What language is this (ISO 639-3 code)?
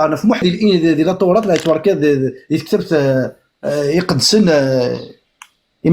kab